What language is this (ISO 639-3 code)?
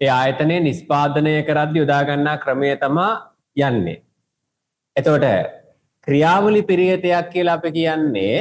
sin